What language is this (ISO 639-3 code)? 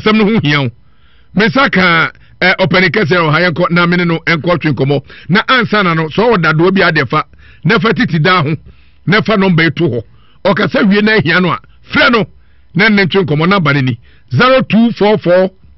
aka